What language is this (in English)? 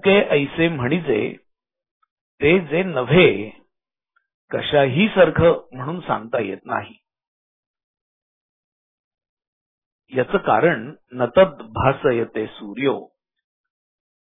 Marathi